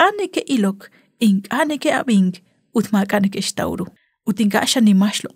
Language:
Kekchí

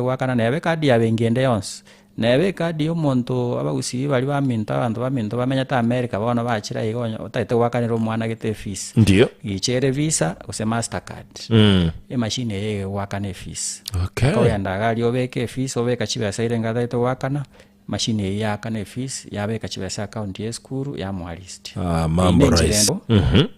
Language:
Gusii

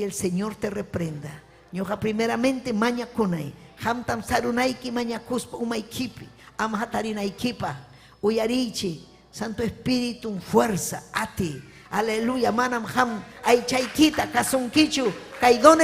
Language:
Ayacucho Quechua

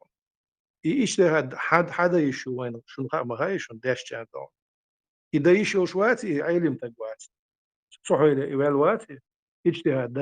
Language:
Chechen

